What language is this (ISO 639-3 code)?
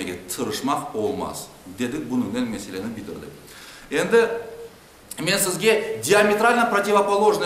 crh